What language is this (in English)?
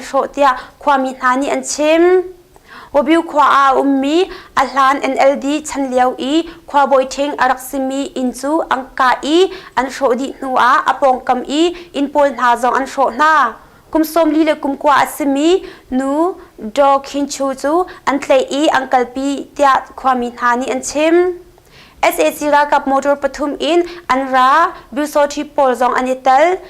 Hakha Chin